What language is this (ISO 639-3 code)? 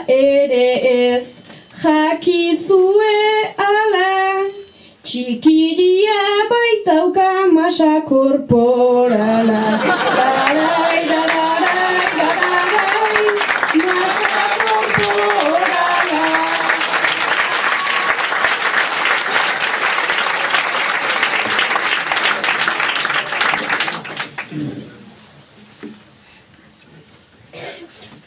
eus